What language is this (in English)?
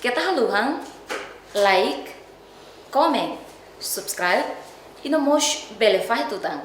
Tetum